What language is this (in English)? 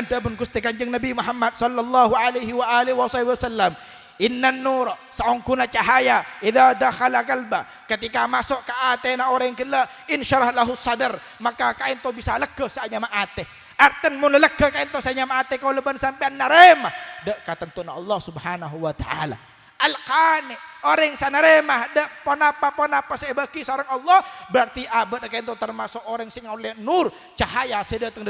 Madurese